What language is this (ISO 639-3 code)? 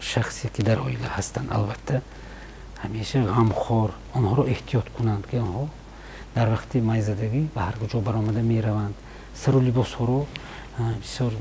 tgk